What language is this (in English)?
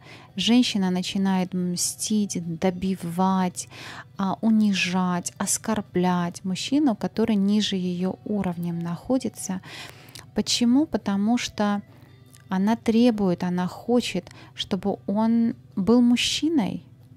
Russian